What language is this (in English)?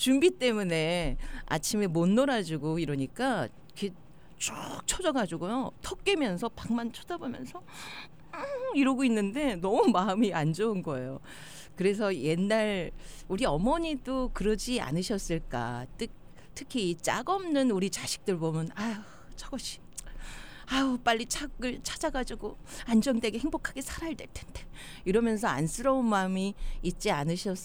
Korean